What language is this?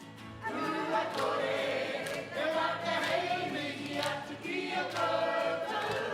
Māori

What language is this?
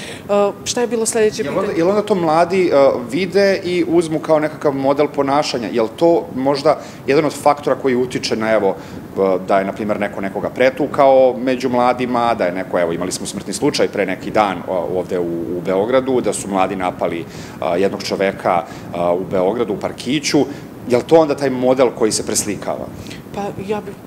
Serbian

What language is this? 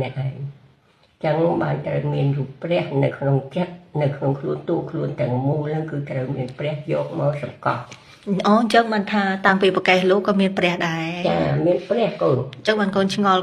Khmer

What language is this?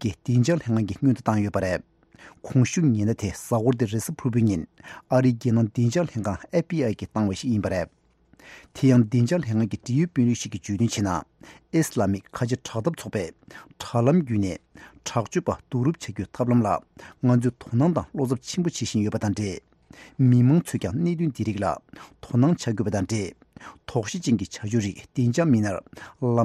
Tibetan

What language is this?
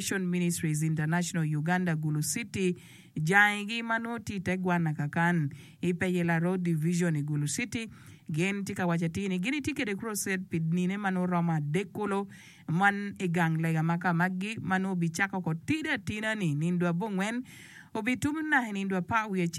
Acoli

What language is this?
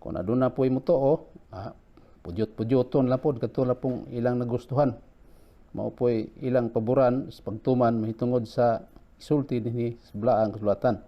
Cebuano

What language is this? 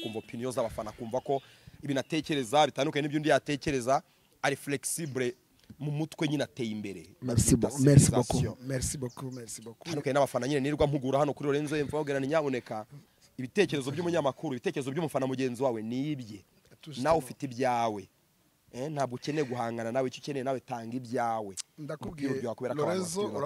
Kinyarwanda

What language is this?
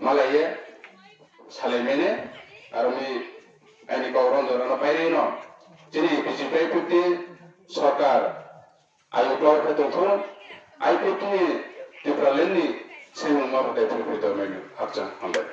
Riang (India)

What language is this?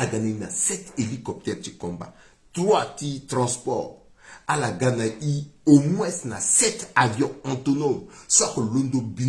Sango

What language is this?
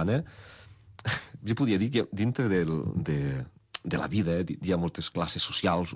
Catalan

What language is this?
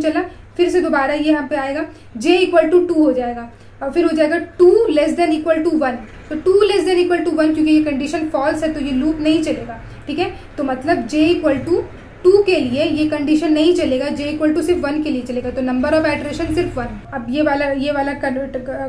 Hindi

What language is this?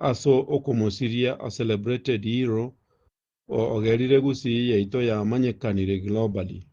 Gusii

